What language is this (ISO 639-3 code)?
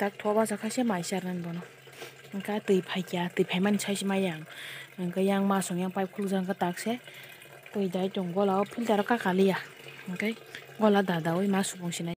trp